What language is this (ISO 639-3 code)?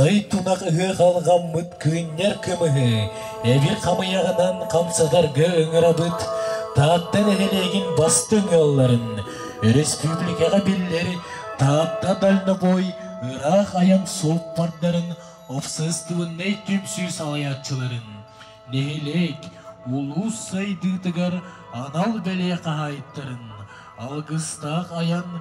sah